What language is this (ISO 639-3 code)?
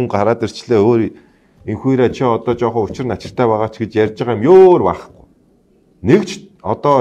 mon